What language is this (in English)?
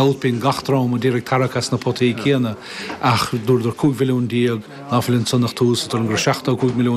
Irish